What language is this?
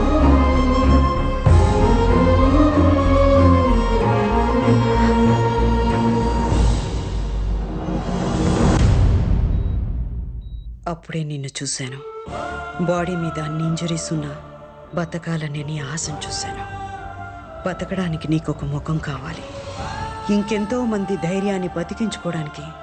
Telugu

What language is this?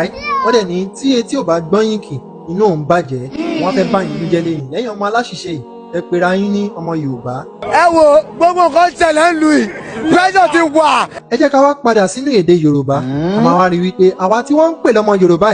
Yoruba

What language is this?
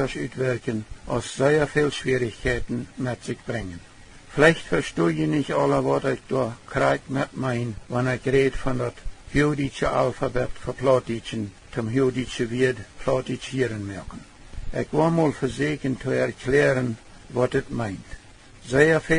Plautdietsch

